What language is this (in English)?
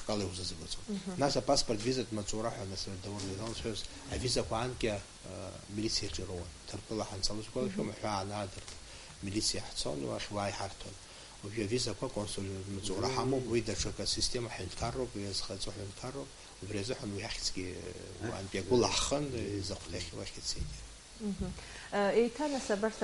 Abkhazian